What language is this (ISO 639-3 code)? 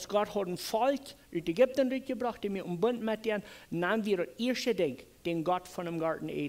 pdt